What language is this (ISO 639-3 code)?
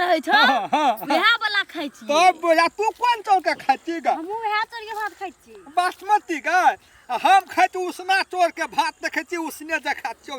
mai